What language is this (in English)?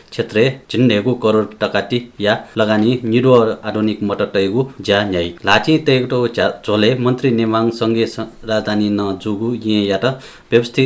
Newari